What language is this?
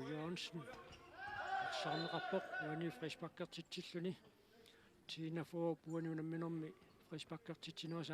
Kalaallisut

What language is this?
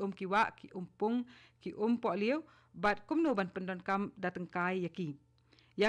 Khasi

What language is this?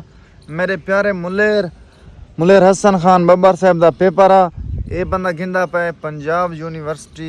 Saraiki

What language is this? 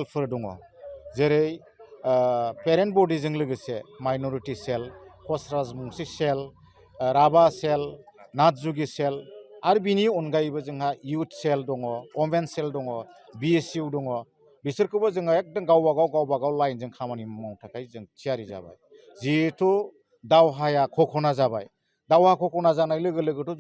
Bodo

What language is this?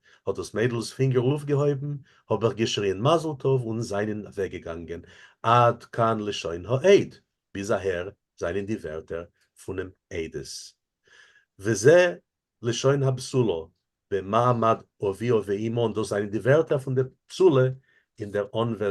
Yiddish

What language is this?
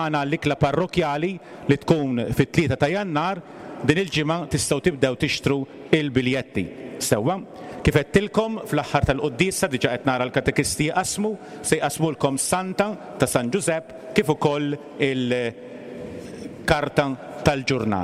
Maltese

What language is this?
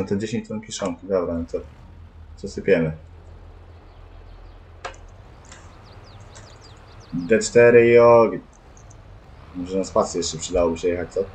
Polish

